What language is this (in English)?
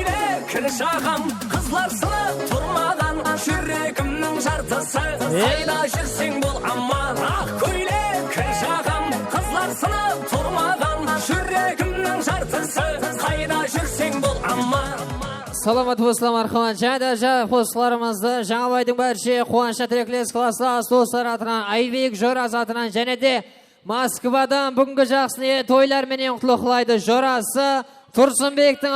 Kara-Kalpak